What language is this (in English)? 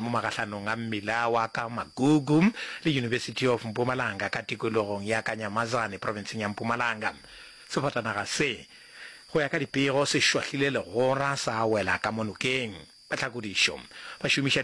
Northern Sotho